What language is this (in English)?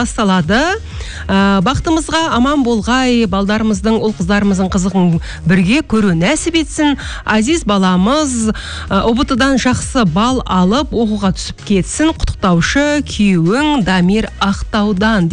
Kazakh